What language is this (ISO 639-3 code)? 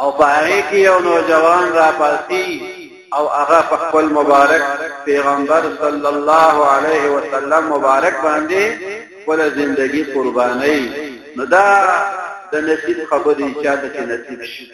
pus